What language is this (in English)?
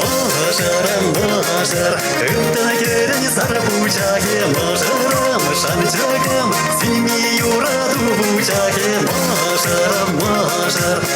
Chuvash